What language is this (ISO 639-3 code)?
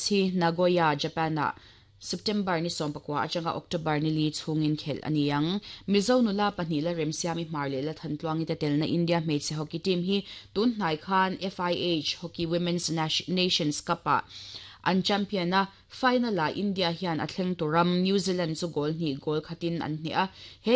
lus